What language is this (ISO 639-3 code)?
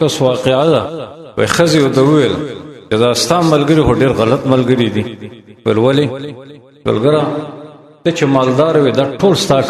pus